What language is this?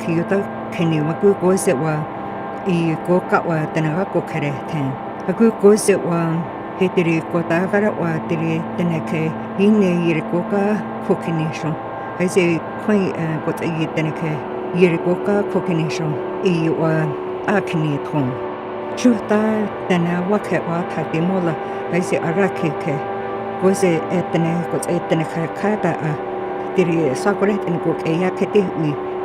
North Slavey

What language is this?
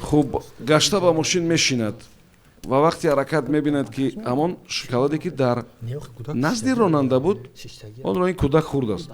Tajik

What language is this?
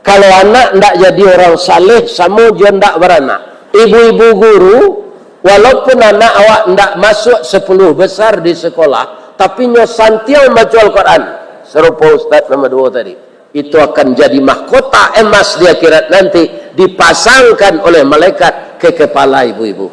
Minangkabau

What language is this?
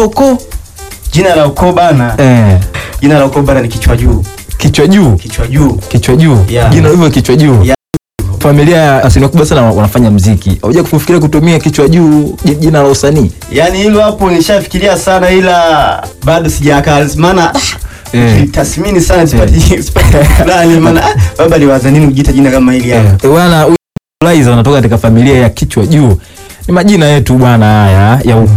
Swahili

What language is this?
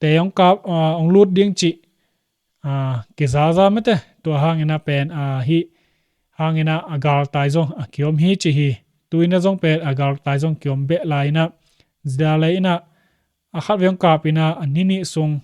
Tedim Chin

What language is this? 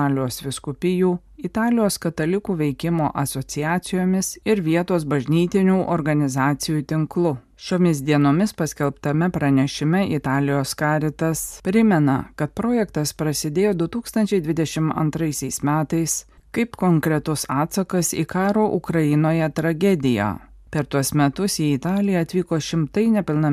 Lithuanian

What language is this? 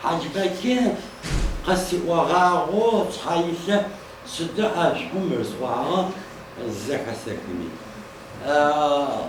Adyghe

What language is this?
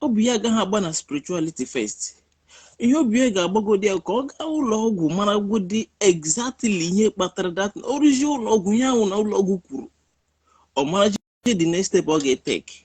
Igbo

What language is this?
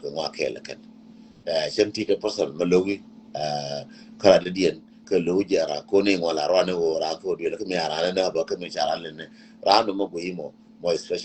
Nuer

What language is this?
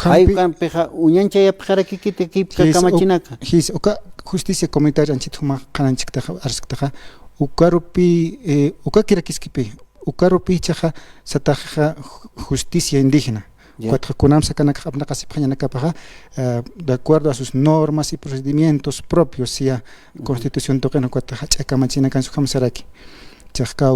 Aymara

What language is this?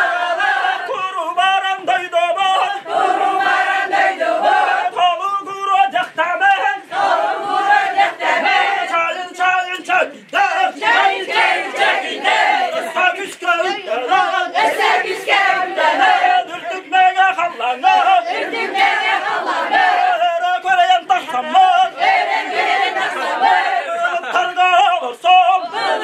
Yakut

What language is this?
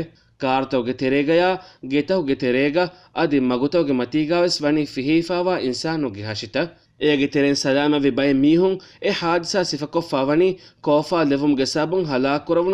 Divehi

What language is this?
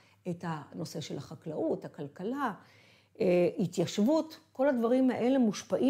Hebrew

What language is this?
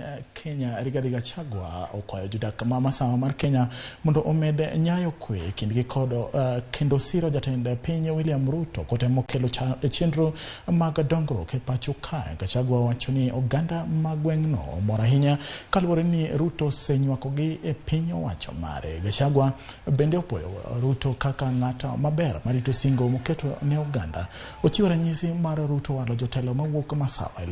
Luo (Kenya and Tanzania)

